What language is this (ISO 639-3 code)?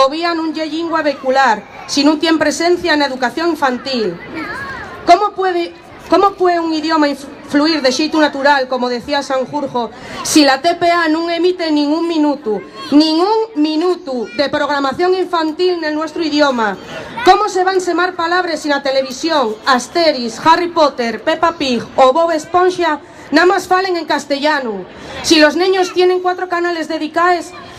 ast